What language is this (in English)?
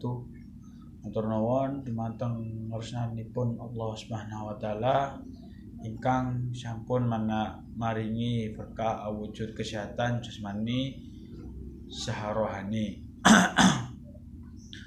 Javanese